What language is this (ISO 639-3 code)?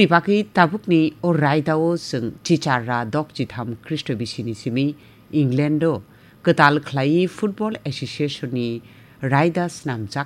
trp